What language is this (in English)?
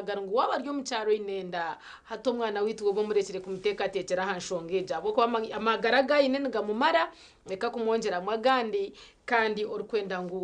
Nyankole